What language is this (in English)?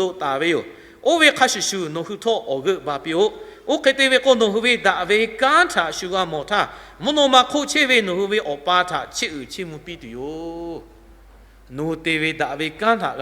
Lahu